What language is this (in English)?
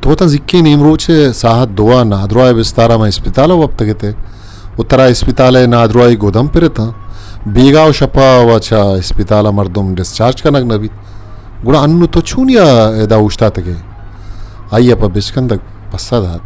Eastern Balochi